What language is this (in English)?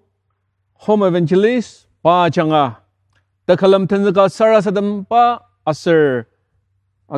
Ao Naga